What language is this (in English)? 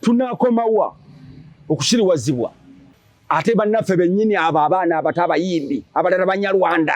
Ganda